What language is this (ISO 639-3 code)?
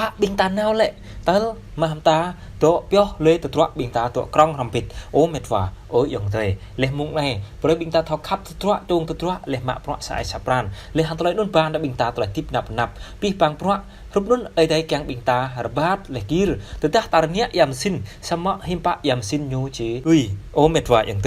jra